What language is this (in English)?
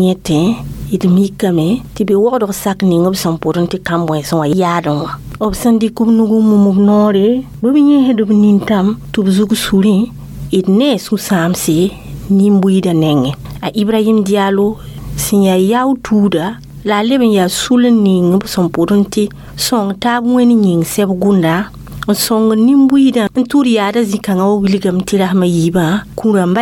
Mossi